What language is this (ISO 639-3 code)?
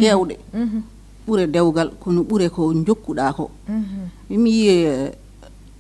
ful